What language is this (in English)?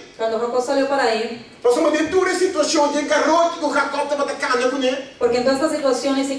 Papiamento